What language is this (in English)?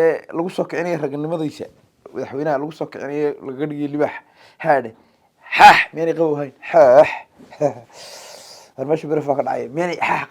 Somali